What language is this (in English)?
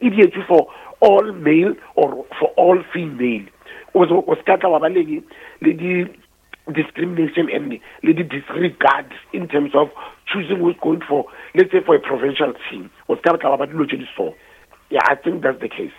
Northern Sotho